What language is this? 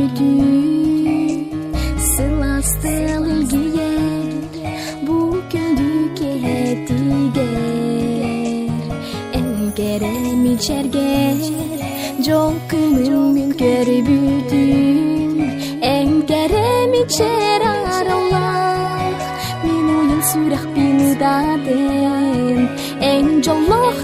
Yakut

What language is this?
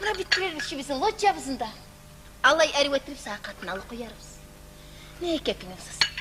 Kumyk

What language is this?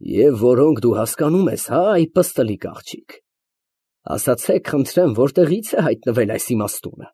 Armenian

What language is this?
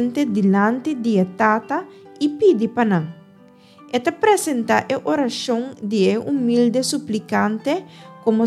Papiamento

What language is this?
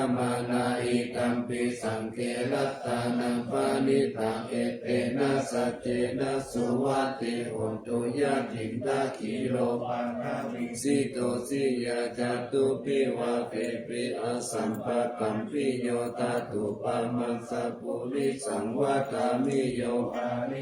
Pali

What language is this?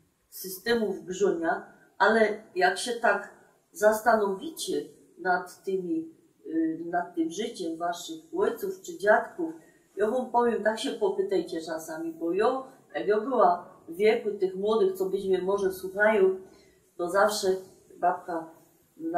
Silesian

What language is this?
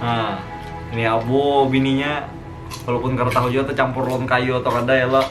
Banjar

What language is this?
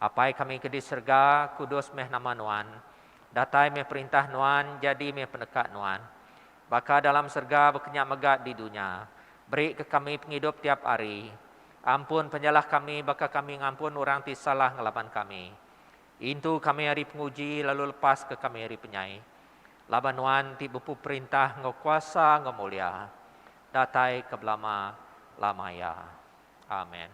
Iban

